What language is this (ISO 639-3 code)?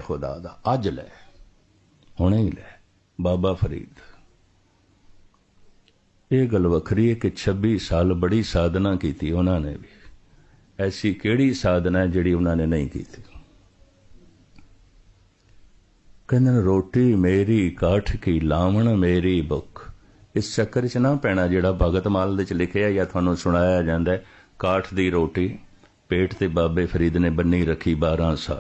pan